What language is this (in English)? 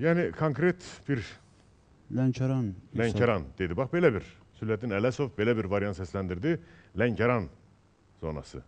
Azerbaijani